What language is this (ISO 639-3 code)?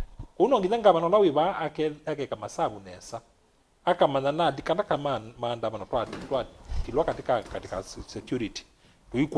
kam